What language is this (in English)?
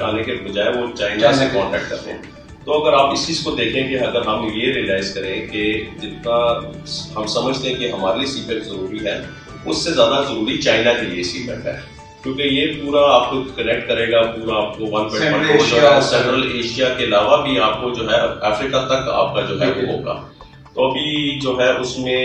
Urdu